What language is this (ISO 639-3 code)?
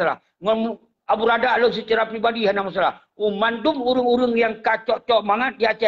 ace